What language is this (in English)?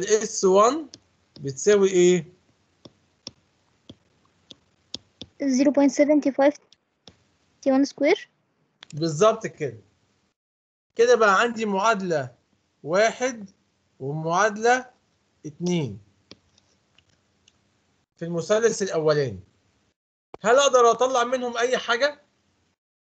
Egyptian Arabic